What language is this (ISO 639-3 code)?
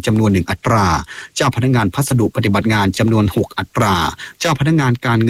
tha